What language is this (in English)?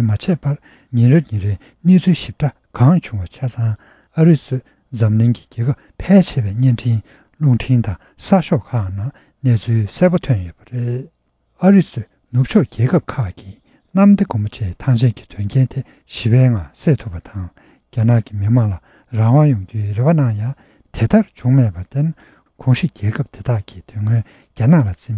Tibetan